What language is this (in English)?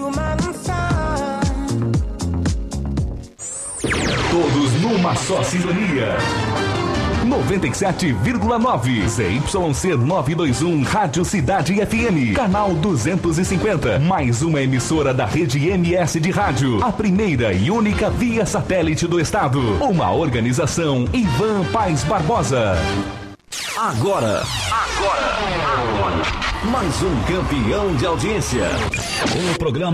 Portuguese